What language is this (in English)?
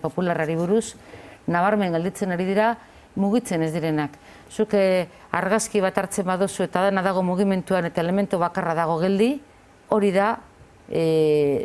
Basque